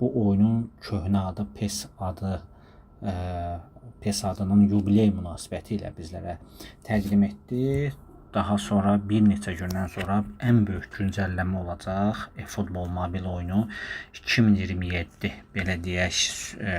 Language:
Azerbaijani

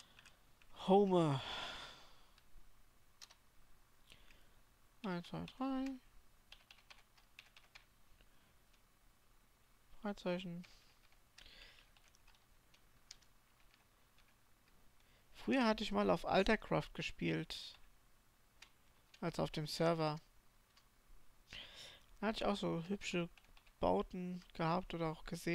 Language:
German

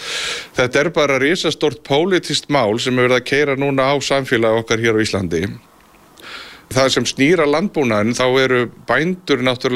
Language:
Icelandic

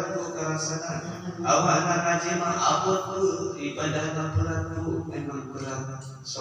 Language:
Sundanese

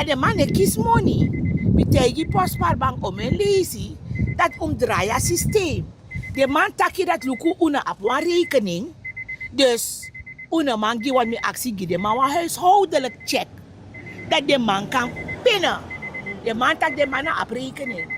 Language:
Sranan Tongo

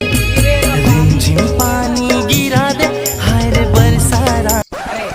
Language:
Chhattisgarhi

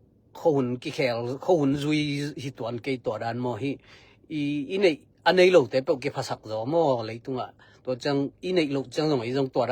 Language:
Tedim Chin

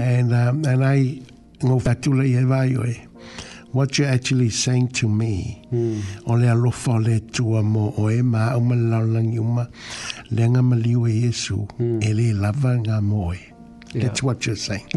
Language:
Samoan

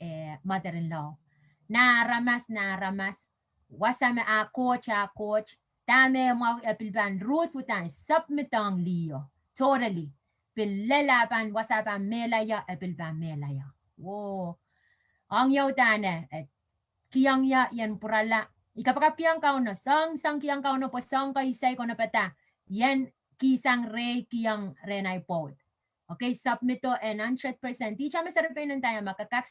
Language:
Pohnpeian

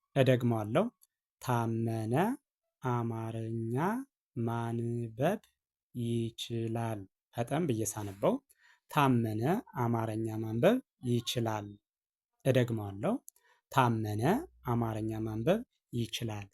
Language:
Amharic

